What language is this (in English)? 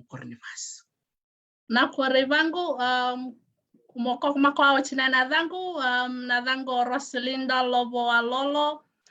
Fijian